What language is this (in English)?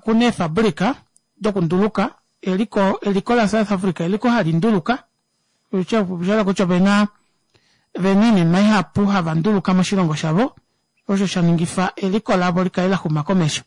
Kuanyama